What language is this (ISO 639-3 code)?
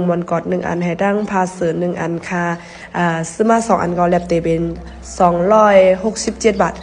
shn